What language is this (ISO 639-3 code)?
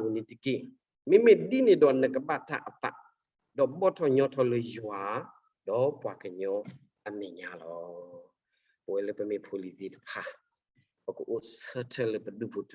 ksw